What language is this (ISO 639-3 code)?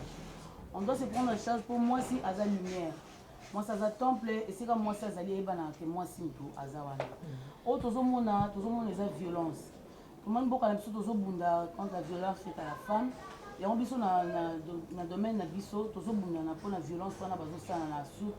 lin